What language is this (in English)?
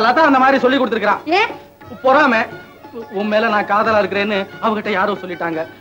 Tamil